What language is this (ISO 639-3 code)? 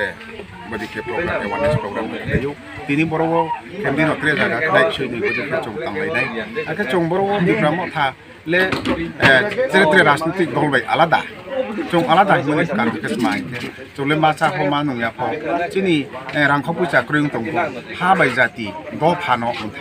ria